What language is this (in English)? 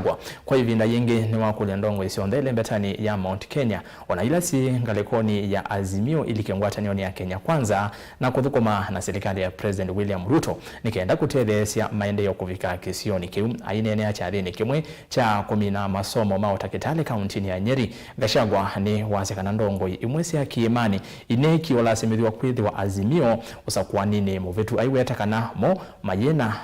Kamba